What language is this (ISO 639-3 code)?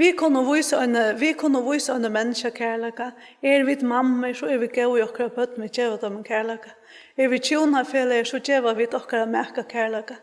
fao